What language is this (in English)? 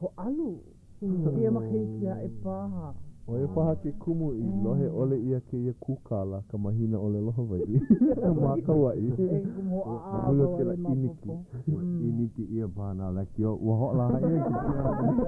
Hawaiian